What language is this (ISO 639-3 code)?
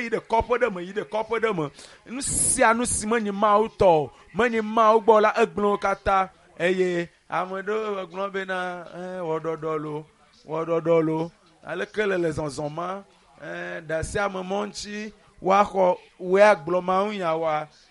ewe